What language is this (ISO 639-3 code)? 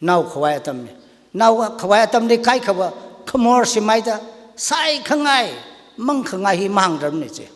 nmf